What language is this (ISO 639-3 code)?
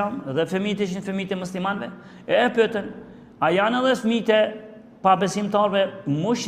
sqi